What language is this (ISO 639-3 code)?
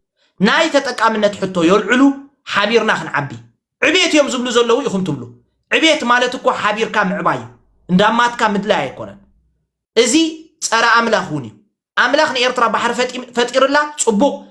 tir